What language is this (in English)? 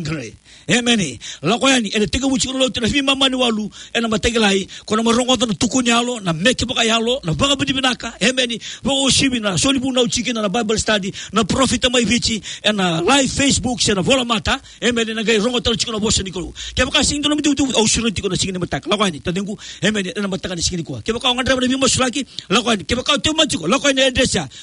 Fijian